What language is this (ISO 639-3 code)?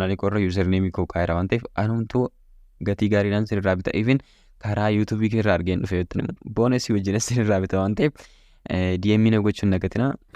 orm